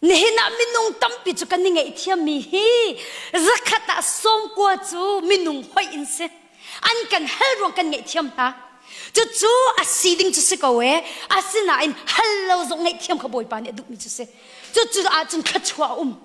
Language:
Hakha Chin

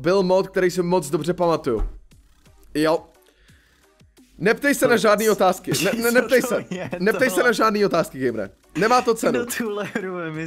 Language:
Czech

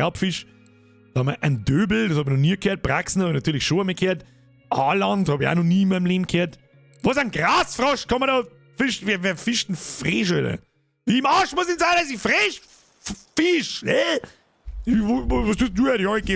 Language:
Bavarian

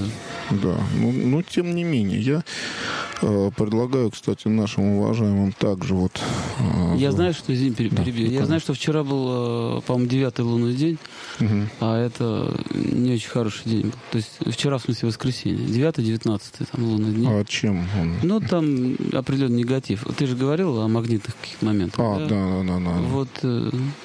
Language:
Russian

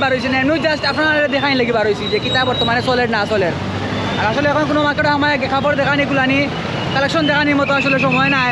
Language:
Sylheti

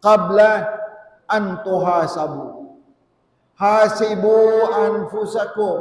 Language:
Tausug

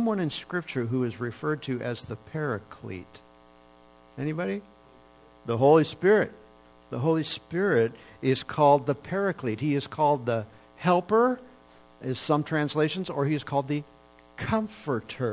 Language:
English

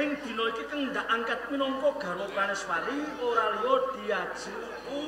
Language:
Javanese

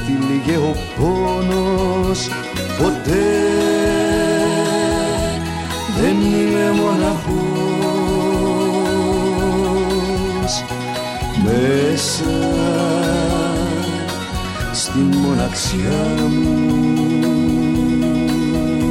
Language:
Greek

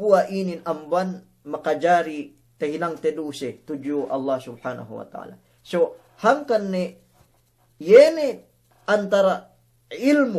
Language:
Yakan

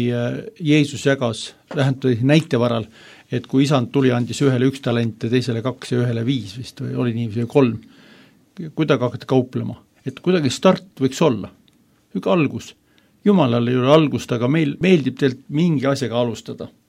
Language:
Estonian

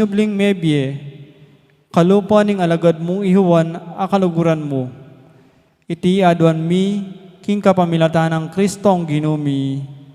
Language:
Pampanga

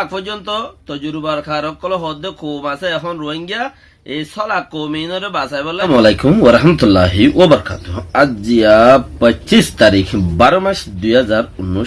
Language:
Rohingya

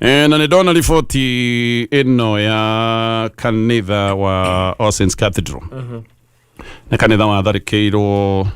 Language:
Kikuyu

